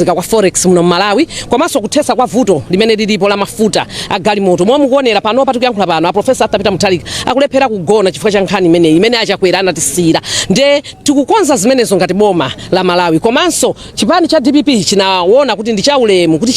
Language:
Nyanja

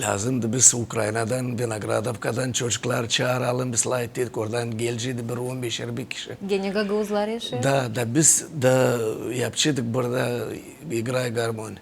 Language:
Gagauz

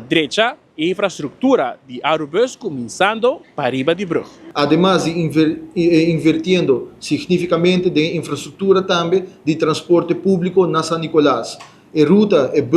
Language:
Papiamento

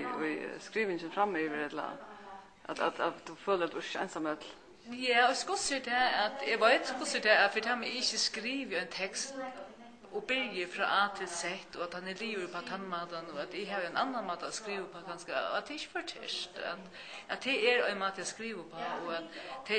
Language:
Faroese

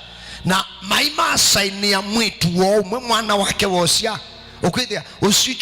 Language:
Kamba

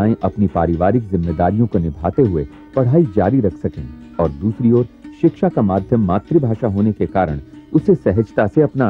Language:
Hindi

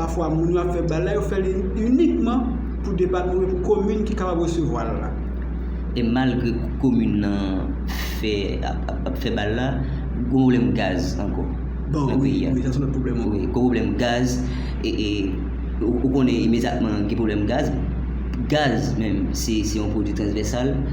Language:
Haitian Creole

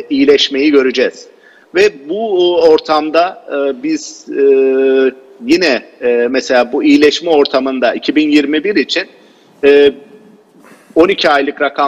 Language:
Turkish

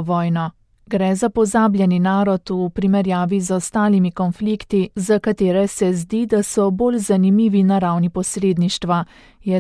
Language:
Slovenian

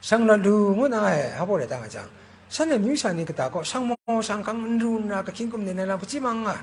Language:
Kachin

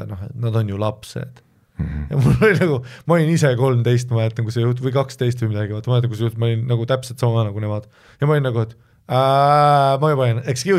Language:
Estonian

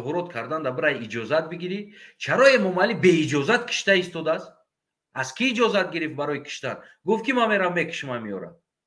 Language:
Tajik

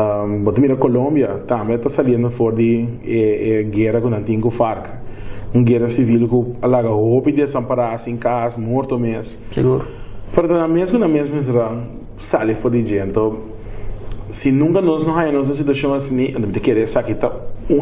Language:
Papiamento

